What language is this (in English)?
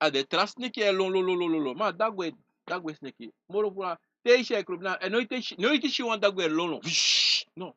Sranan Tongo